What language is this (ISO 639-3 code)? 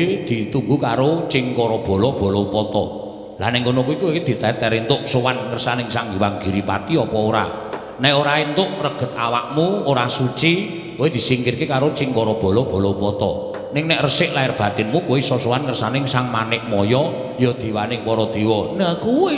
jav